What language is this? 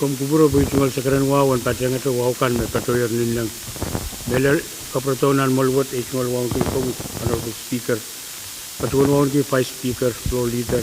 Pohnpeian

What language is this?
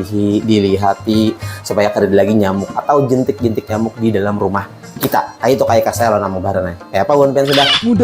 Banjar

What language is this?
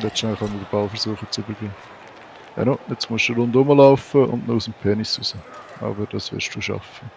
Swiss German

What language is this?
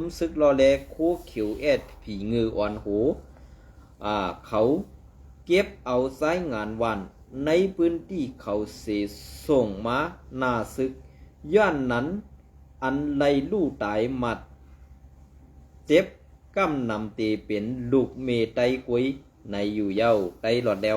Shan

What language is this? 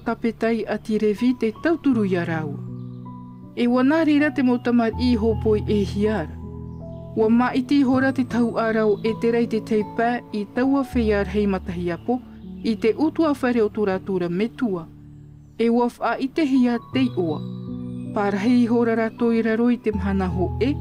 Tahitian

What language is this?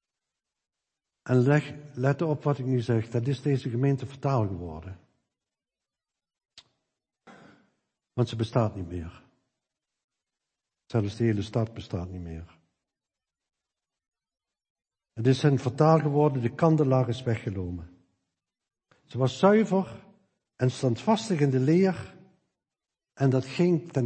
Dutch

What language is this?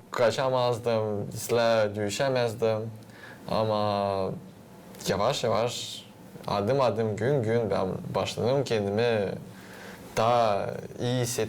Gagauz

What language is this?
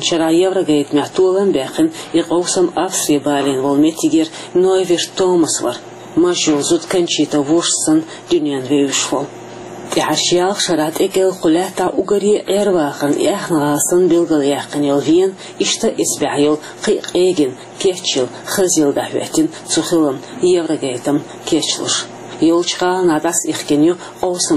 Chechen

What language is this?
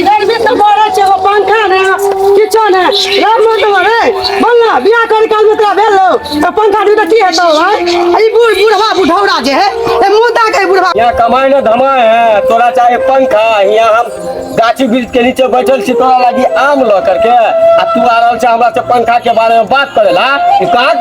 Maithili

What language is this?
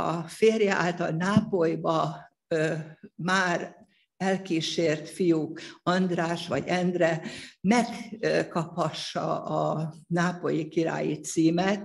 Hungarian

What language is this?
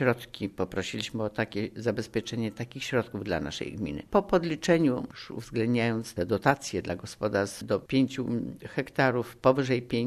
Polish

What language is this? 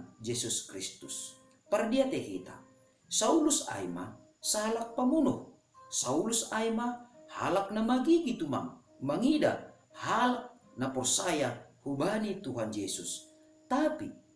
Batak Simalungun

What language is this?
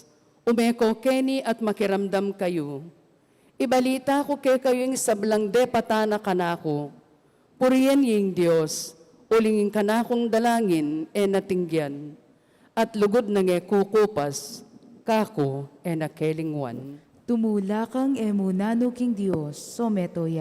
Pampanga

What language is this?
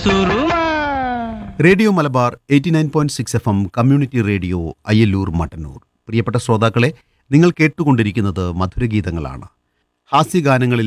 Malayalam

